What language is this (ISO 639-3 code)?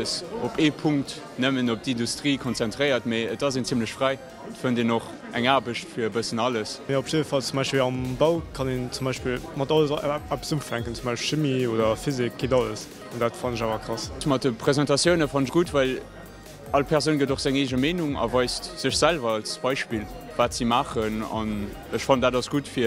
ltz